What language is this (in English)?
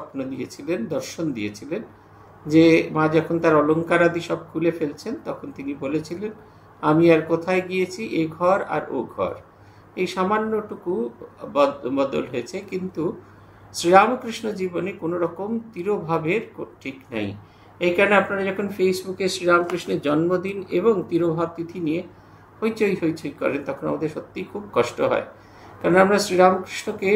Bangla